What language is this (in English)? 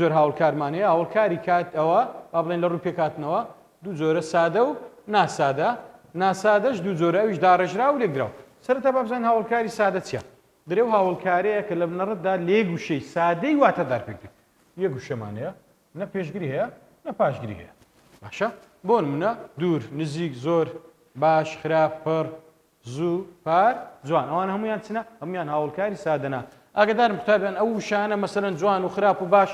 Central Kurdish